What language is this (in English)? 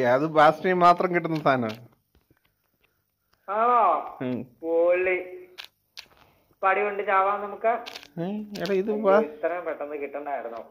Malayalam